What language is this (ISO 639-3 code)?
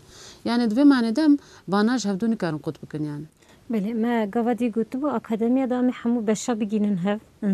kur